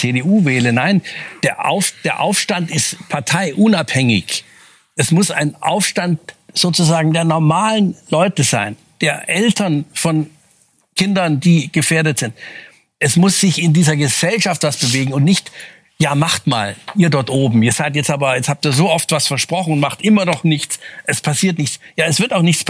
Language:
German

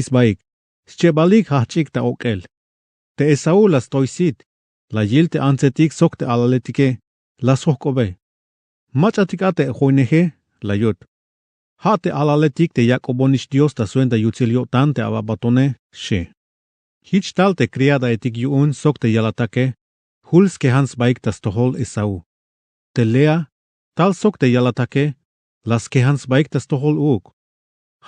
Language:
Tzeltal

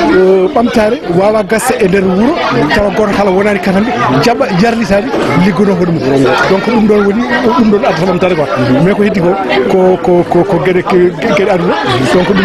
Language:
Fula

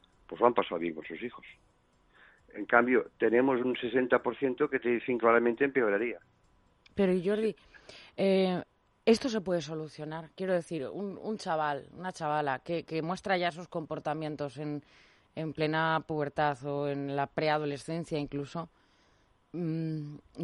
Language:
Spanish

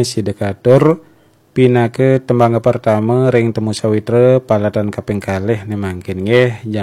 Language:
Balinese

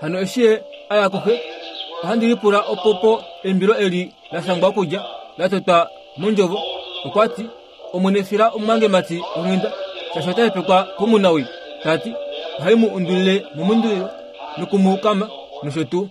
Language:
Kuanyama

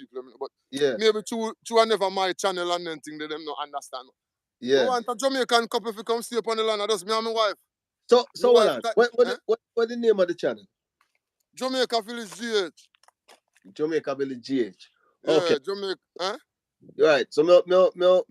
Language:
Jamaican Creole English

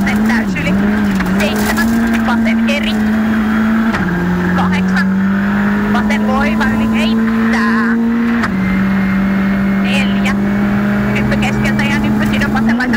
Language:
Finnish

